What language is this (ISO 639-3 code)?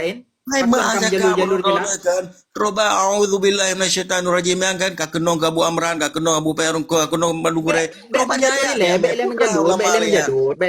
ace